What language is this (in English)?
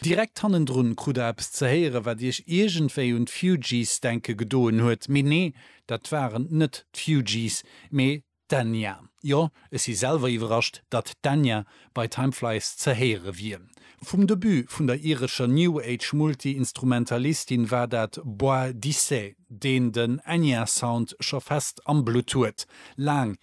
Luxembourgish